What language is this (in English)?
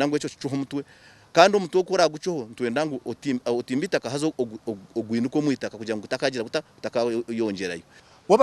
Nyankole